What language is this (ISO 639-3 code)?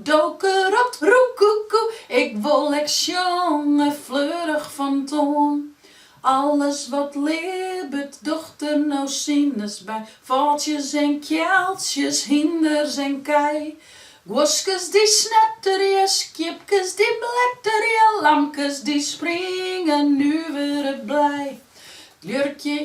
fry